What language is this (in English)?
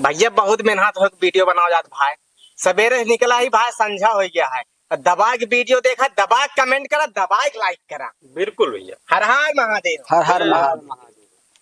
Awadhi